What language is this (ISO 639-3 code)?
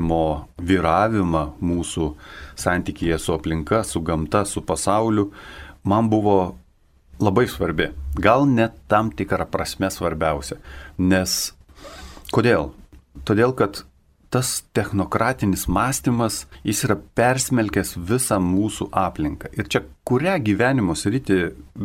lit